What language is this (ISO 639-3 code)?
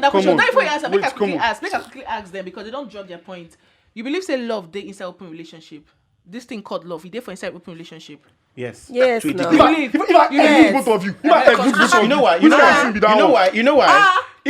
pcm